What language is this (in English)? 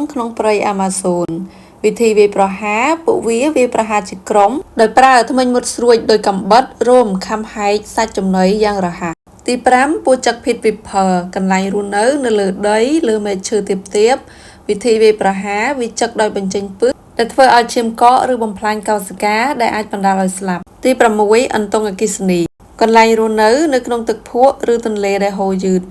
Khmer